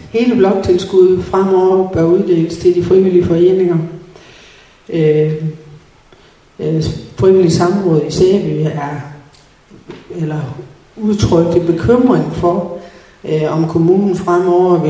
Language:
Danish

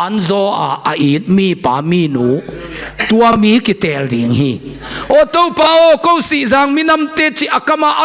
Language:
Tedim Chin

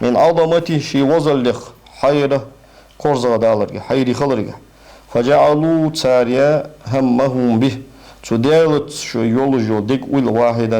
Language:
Ingush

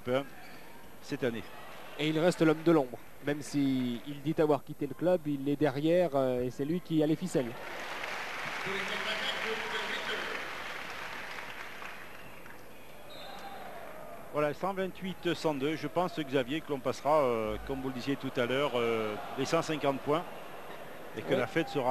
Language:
French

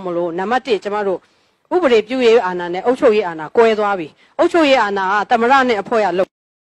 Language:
Burmese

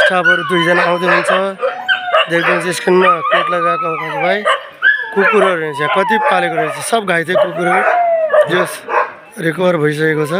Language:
Nepali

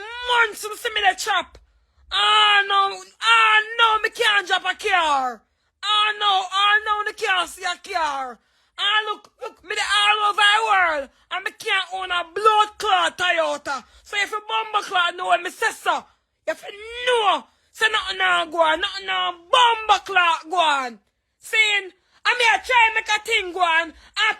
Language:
Jamaican Creole English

